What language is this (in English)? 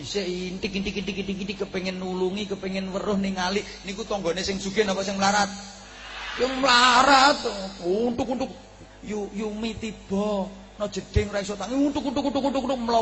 Javanese